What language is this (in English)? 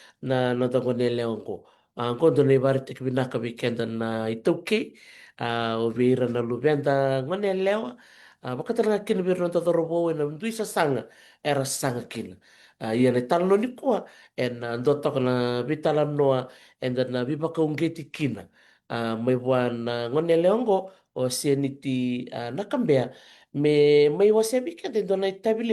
Fijian